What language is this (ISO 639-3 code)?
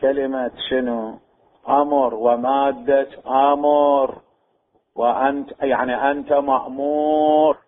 acm